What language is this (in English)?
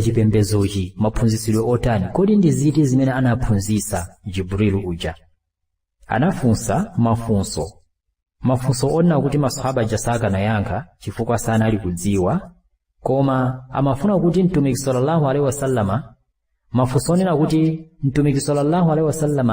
Nyanja